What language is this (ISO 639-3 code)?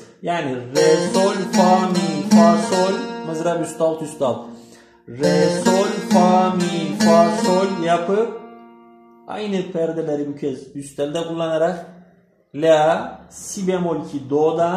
tur